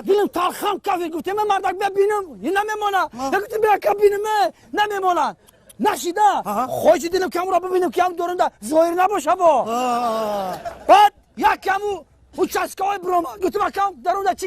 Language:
Tajik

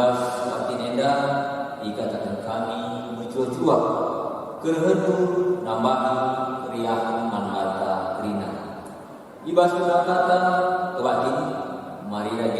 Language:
Batak Karo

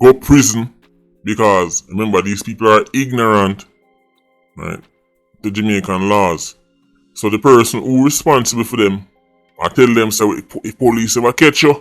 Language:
Jamaican Creole English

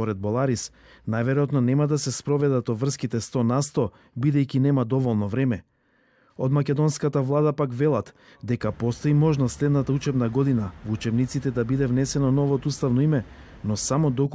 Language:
Macedonian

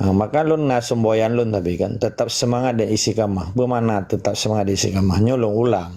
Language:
Achinese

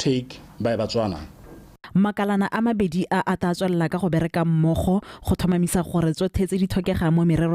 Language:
Tswana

